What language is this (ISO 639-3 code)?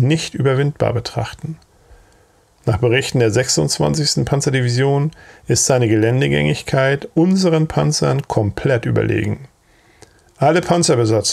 deu